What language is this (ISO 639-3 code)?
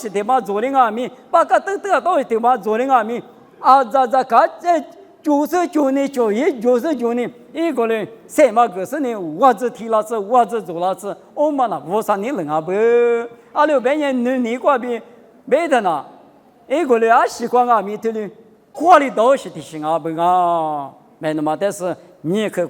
lis